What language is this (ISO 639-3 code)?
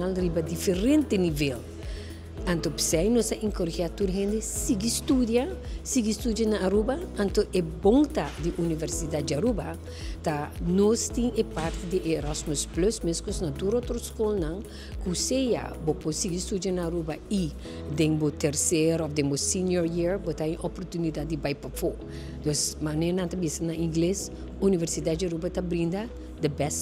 pap